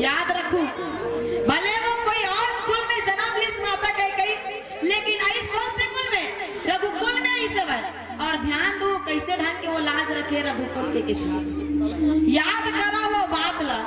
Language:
Chhattisgarhi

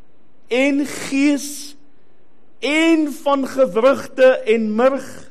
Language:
Afrikaans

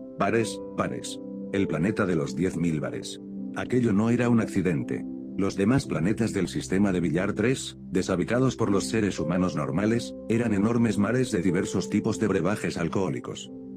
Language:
Spanish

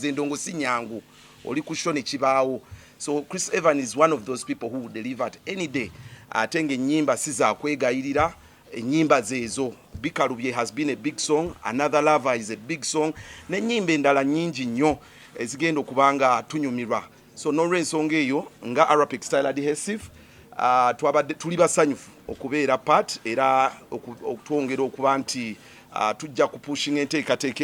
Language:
Ganda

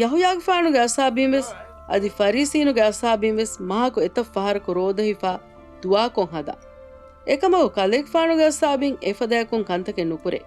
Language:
Divehi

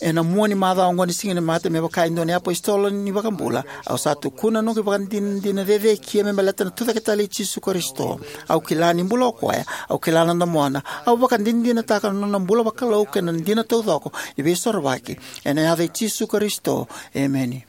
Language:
Fijian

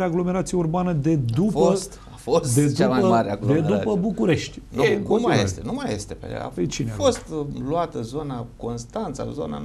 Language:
Romanian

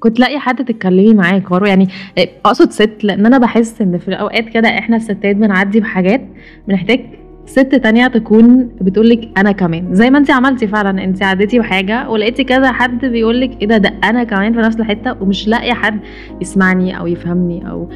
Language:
Egyptian Arabic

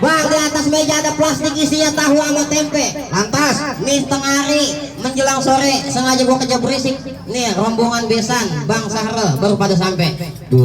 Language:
Betawi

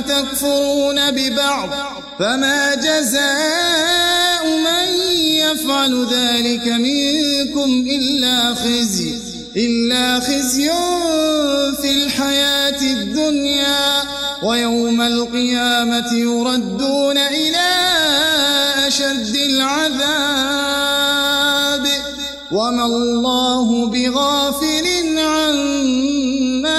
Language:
Arabic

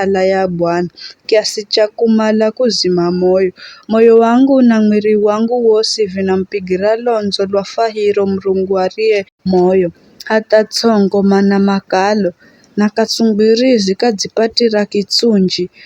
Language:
Giryama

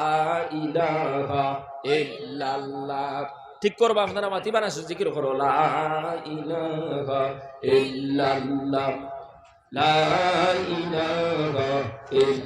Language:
Sylheti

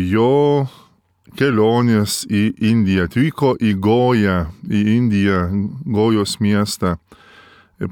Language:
Lithuanian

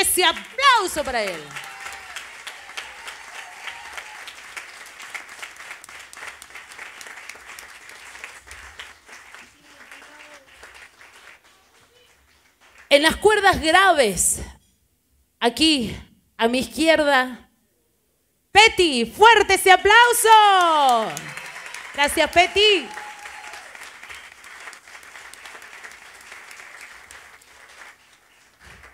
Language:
Spanish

